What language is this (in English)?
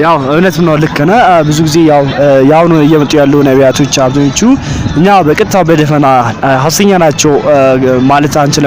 Amharic